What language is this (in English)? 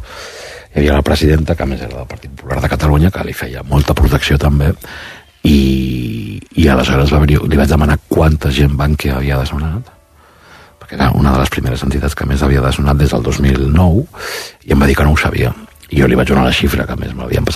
Catalan